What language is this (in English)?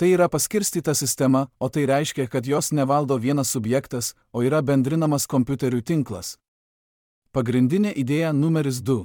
Lithuanian